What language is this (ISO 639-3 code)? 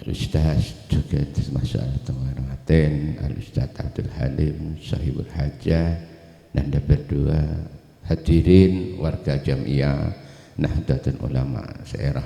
mad